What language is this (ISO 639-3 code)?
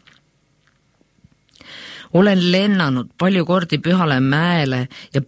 est